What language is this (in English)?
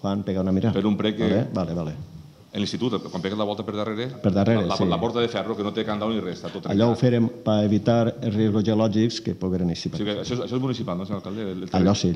Catalan